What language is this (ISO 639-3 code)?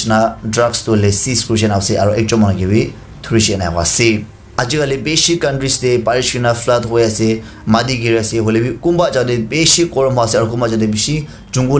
nag